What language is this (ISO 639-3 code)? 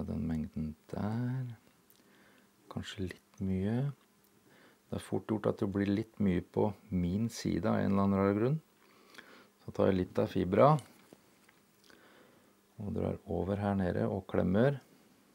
nor